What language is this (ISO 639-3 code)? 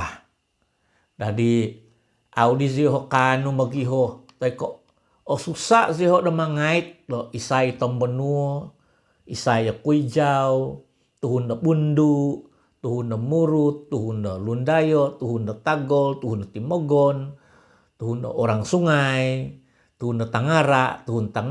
dtp